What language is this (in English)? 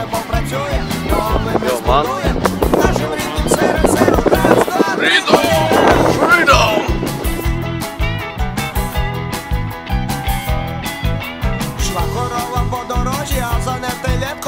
Ukrainian